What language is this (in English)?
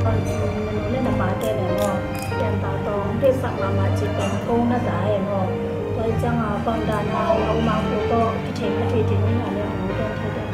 Tedim Chin